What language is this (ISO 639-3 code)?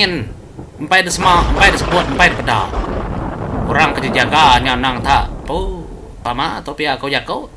iba